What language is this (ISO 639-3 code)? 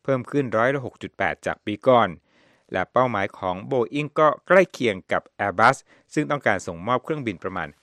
tha